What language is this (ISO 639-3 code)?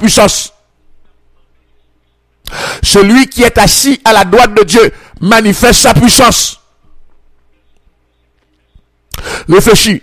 fra